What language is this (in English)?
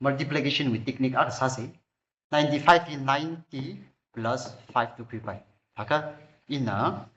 Tangkhul Naga (India)